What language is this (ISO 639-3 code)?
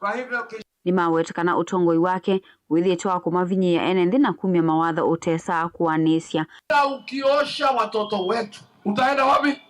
kam